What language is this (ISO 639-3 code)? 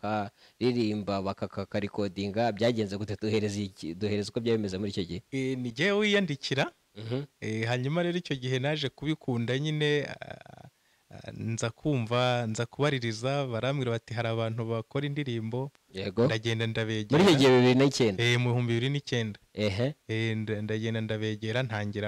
kin